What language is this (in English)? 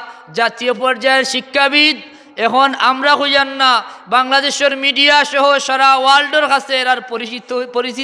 Sylheti